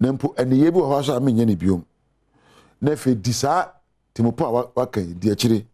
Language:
Akan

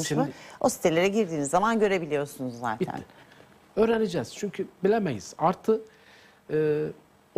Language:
Turkish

